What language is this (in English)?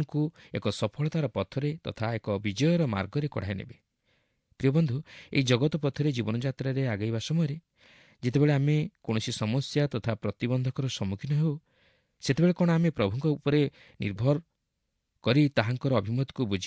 Odia